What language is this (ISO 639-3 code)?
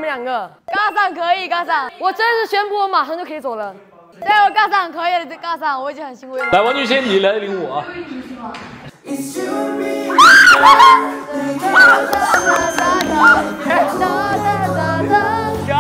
zho